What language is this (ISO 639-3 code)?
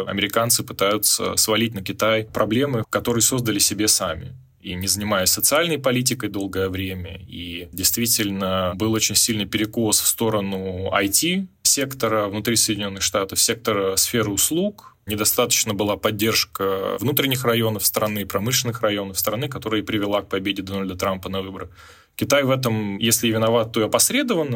rus